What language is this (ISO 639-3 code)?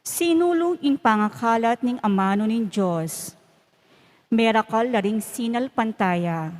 pam